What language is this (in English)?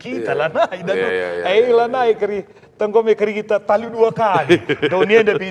Batak Karo